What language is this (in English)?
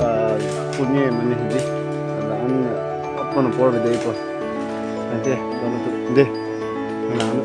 Karbi